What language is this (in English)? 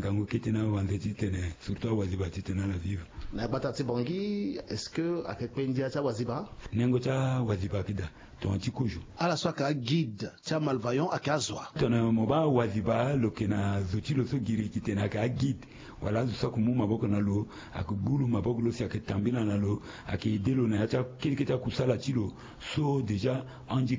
Sango